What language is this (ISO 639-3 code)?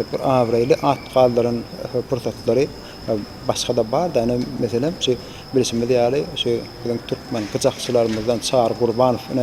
tuk